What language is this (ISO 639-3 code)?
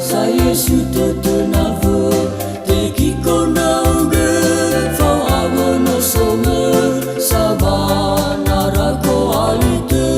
nia